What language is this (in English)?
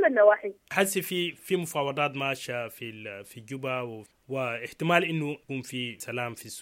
Sudanese Arabic